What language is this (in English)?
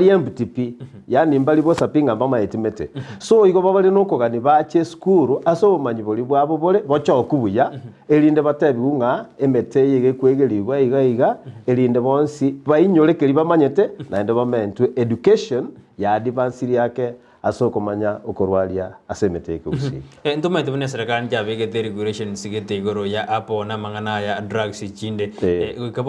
Gusii